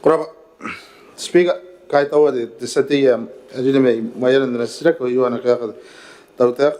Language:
Gilbertese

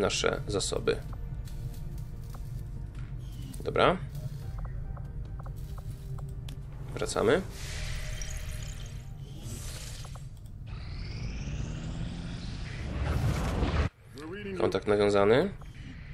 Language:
Polish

